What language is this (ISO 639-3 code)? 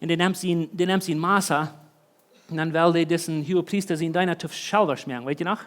pdt